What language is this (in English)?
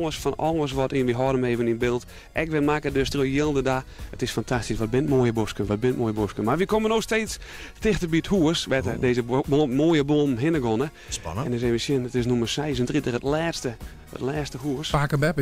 Western Frisian